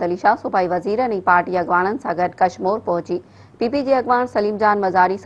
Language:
Sindhi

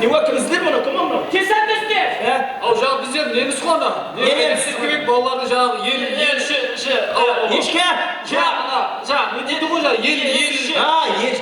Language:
Kara-Kalpak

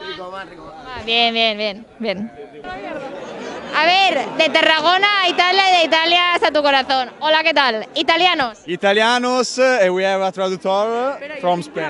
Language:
Catalan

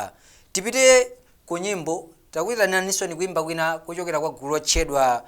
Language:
Nyanja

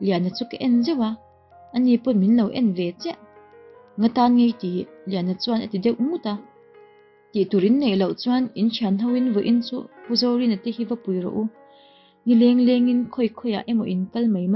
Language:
Mizo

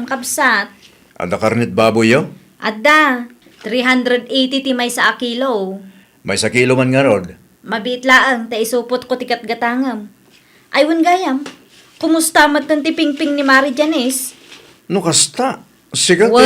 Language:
Iloko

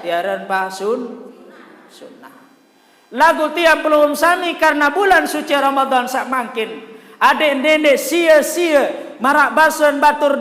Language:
Sasak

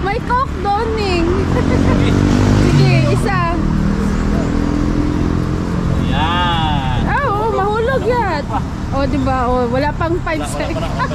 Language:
Filipino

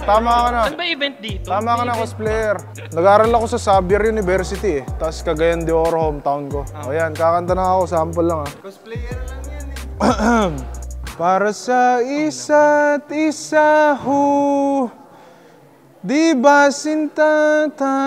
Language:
Filipino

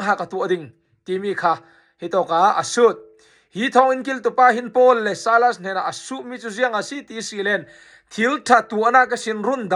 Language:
Falam Chin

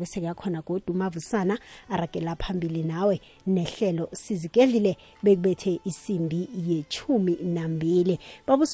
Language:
South Ndebele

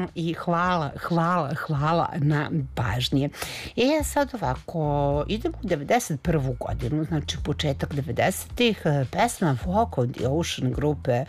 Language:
Serbian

